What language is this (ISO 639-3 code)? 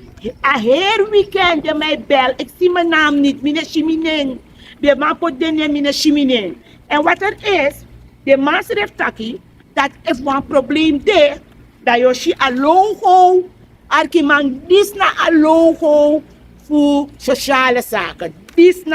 srn